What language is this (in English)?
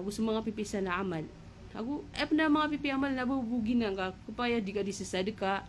Maranao